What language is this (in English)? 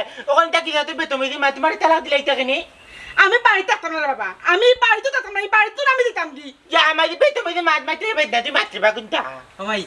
Sylheti